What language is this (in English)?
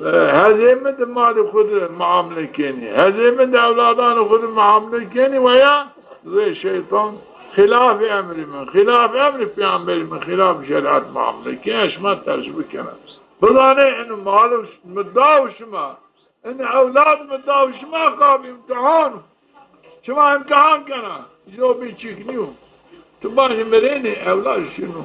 Zaza